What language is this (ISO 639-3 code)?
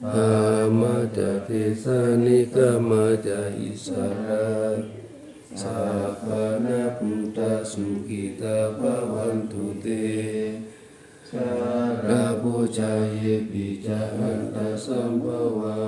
pli